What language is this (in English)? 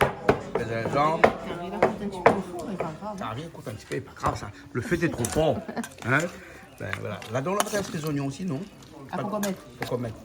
Réunion Creole French